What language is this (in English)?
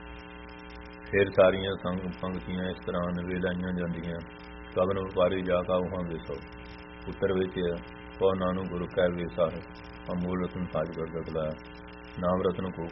Punjabi